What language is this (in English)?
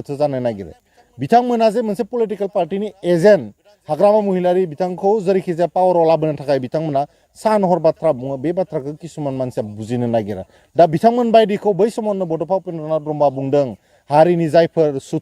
Bodo